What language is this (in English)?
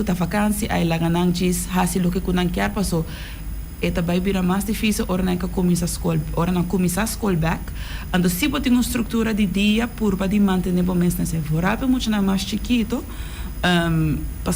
Papiamento